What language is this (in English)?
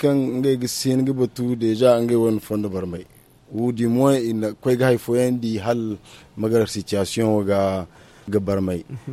Zarma